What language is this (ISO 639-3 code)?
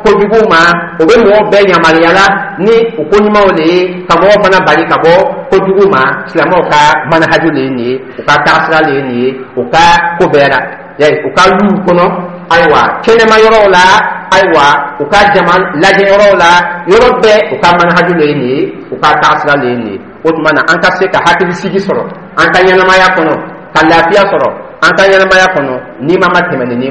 dyu